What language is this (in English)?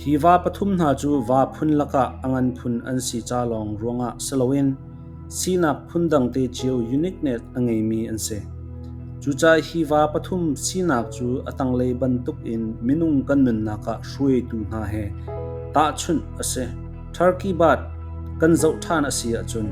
Hakha Chin